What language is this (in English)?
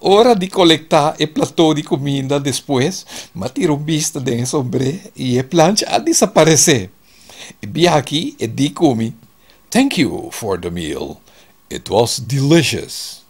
Papiamento